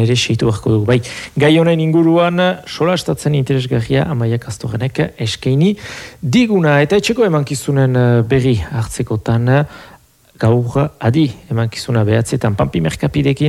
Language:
Basque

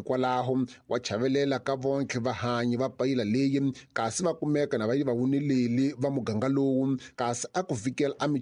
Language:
Tsonga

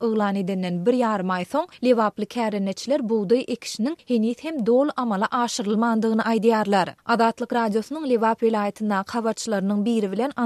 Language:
Turkmen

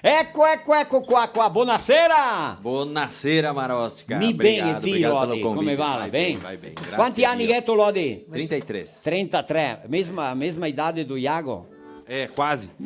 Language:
Venetian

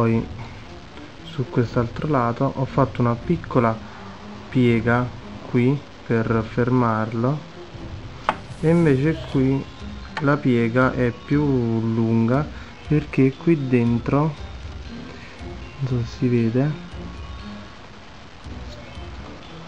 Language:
Italian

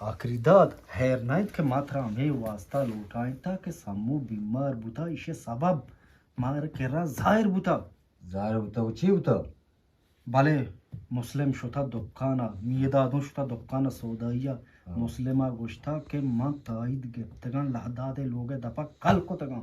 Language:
Eastern Balochi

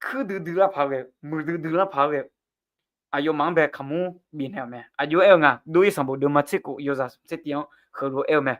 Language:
Akha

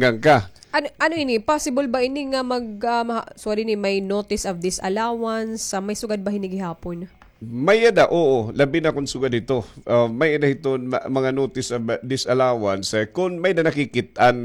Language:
Waray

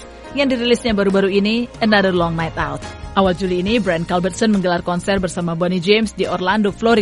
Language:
Indonesian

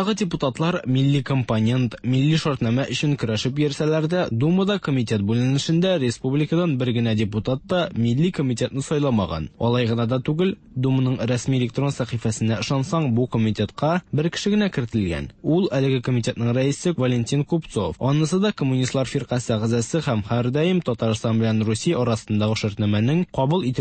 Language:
Tatar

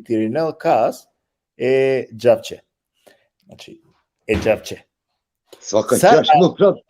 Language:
Balkan Romani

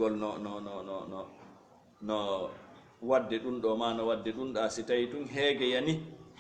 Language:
Fula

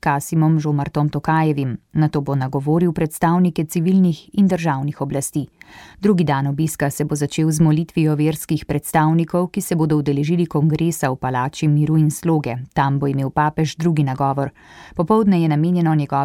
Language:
Slovenian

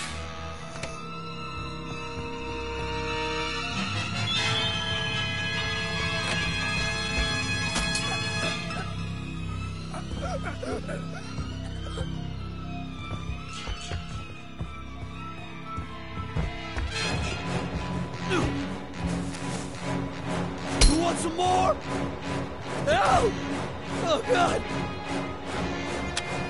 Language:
English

